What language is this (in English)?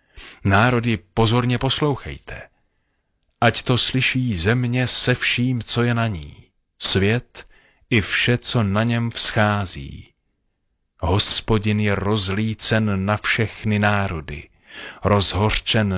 Czech